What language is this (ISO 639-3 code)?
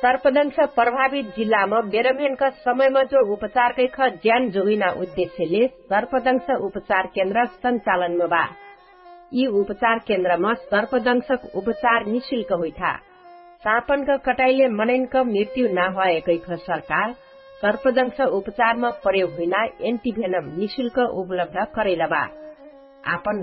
thl